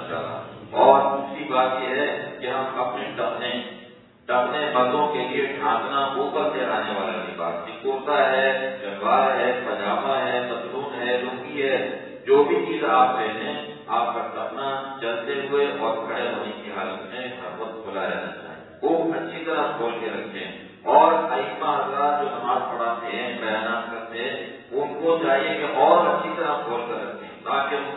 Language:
Urdu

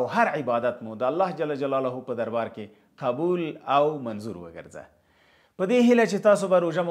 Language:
Pashto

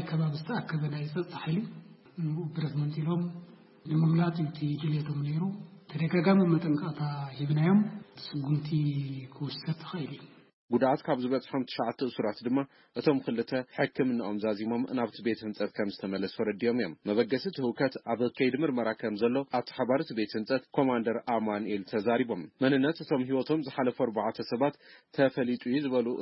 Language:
Tigrinya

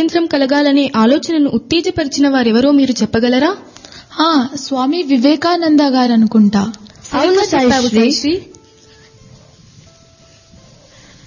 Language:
Telugu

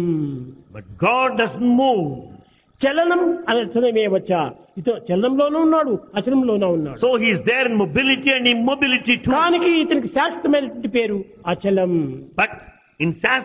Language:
Telugu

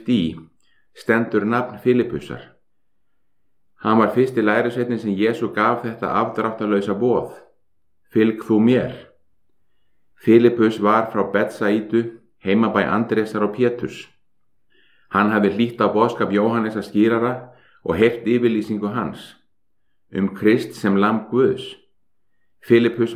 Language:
Icelandic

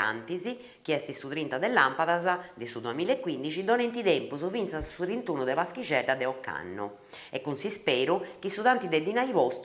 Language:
Sardinian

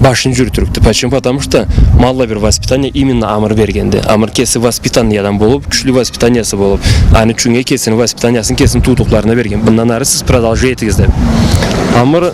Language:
Karachay-Balkar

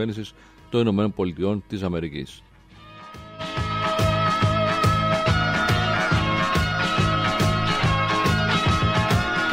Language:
Greek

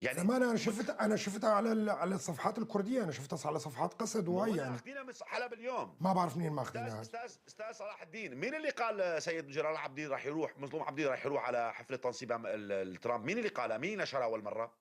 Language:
North Levantine Arabic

